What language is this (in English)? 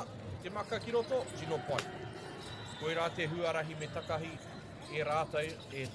Māori